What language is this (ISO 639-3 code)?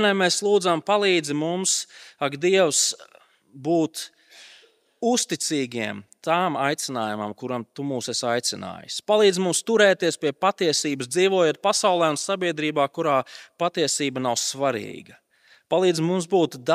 lav